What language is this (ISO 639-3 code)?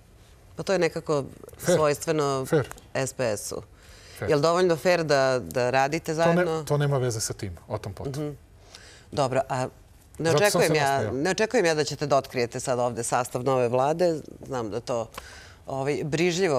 srp